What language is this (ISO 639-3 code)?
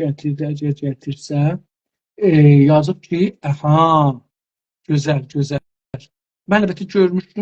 azb